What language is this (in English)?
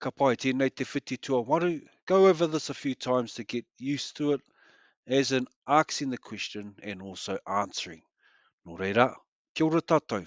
Māori